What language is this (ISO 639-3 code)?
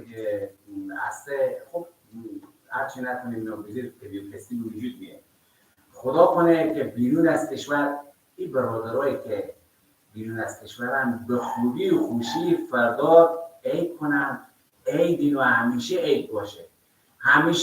fas